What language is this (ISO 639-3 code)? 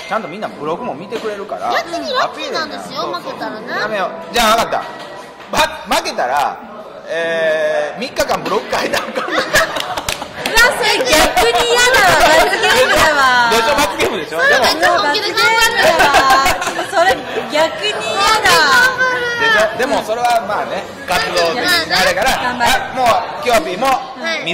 jpn